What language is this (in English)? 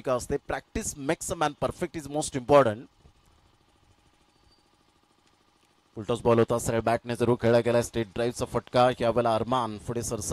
Marathi